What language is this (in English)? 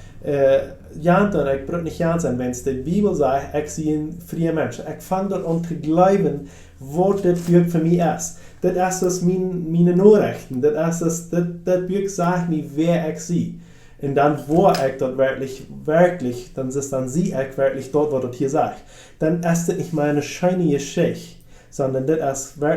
Plautdietsch